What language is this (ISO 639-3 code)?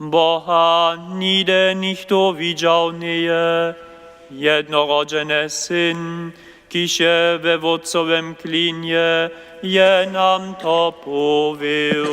hsb